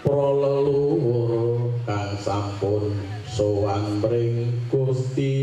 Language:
Javanese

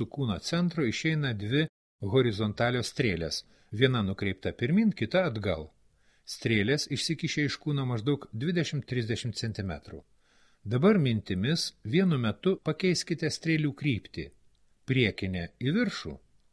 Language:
Lithuanian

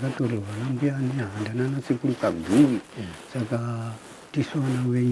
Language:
Shona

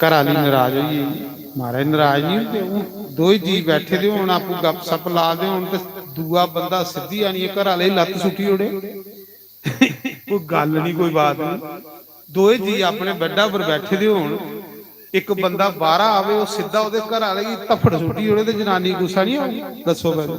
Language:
Dogri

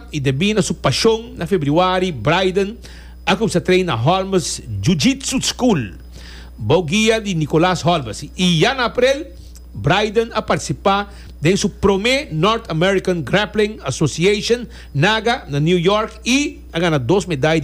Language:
Papiamento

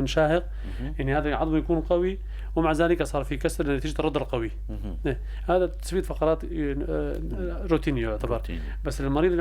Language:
North Levantine Arabic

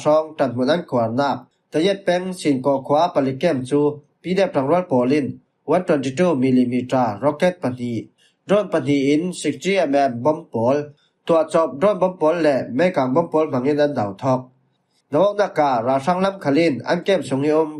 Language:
Falam Chin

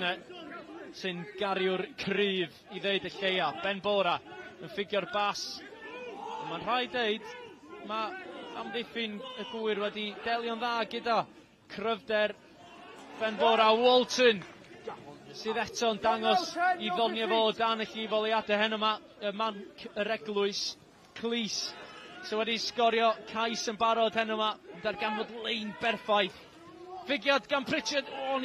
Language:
Welsh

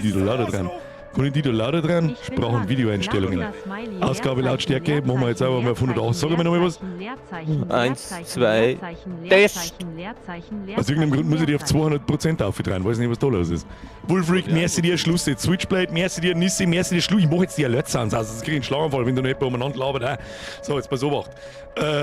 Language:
Bavarian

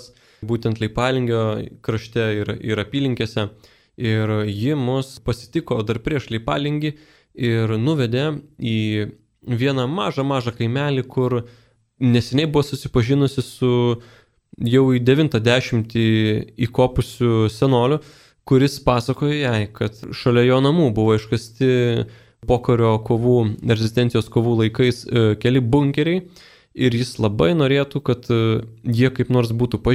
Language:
Lithuanian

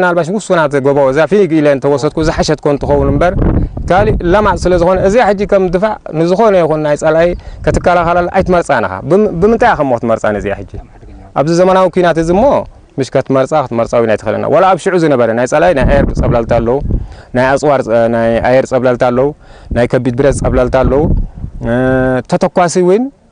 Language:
Tigrinya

